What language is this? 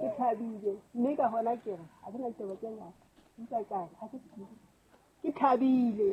Southern Sotho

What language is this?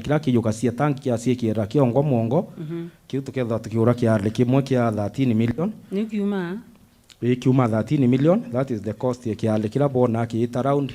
Meru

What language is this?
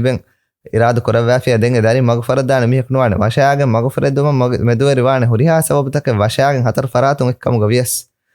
Divehi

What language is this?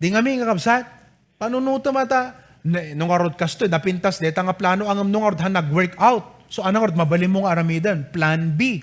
Iloko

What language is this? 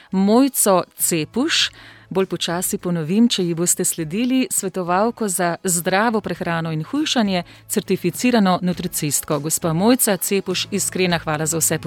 Slovenian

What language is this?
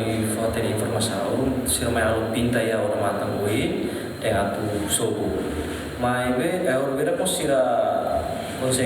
Tetum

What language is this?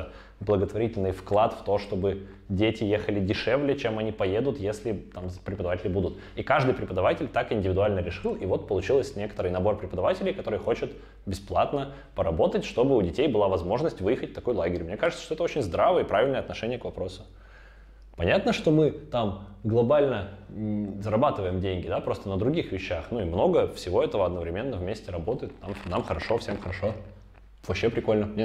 Russian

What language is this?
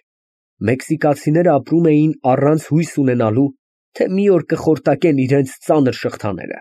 Armenian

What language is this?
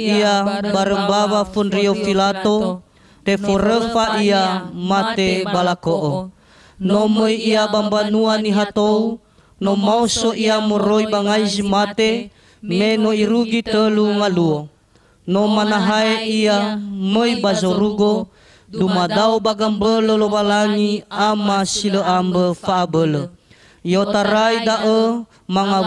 Nias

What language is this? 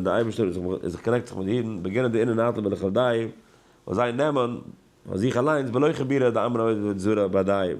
Yiddish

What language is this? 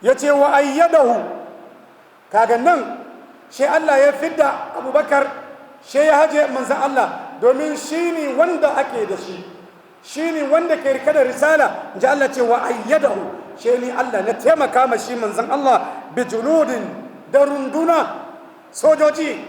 Hausa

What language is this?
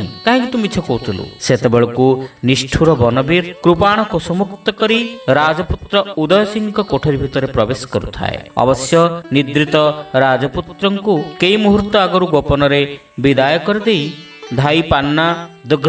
Odia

